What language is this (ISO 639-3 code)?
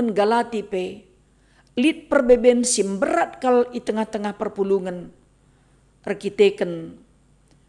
btx